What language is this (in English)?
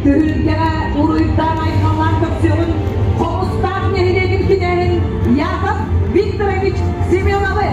Yakut